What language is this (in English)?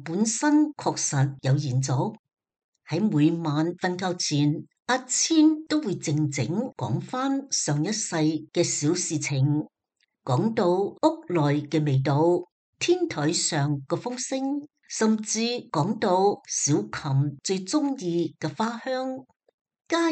Cantonese